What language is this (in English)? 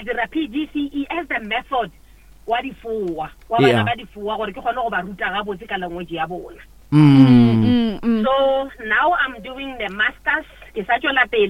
Northern Sotho